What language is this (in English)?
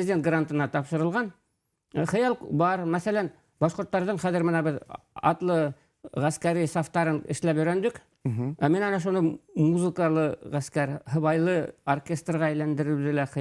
Bashkir